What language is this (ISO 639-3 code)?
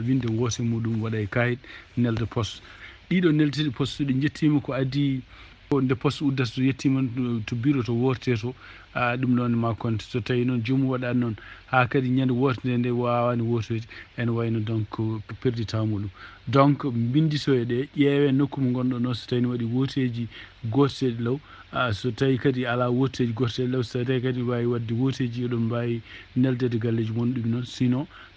ful